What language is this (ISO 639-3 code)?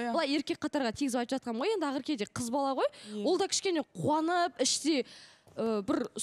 kaz